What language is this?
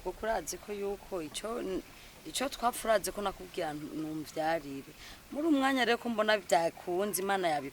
Rundi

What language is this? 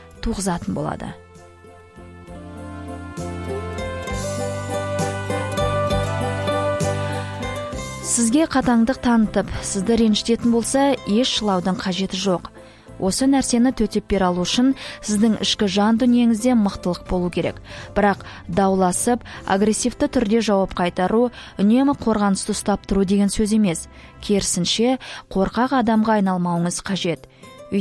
Kazakh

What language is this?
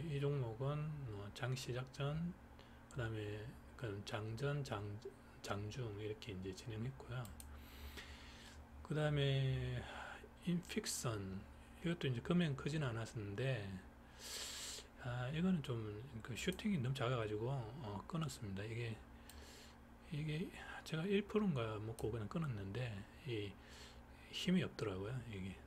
Korean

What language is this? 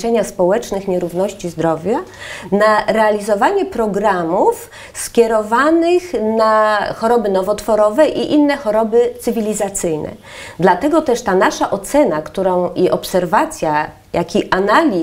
Polish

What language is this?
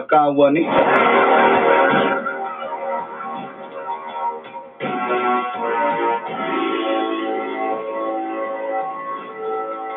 Filipino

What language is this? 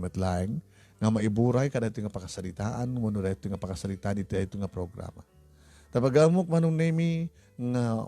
Iloko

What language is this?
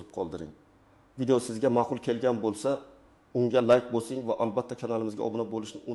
Uzbek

